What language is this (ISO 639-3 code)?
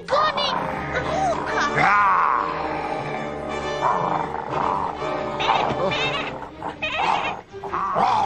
hrv